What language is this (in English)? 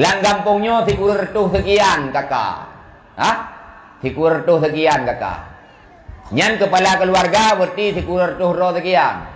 Achinese